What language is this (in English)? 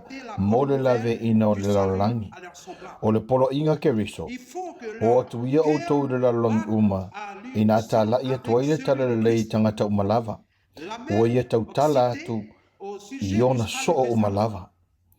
Samoan